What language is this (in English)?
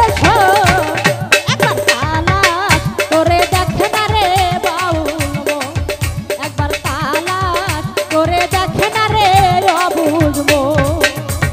Bangla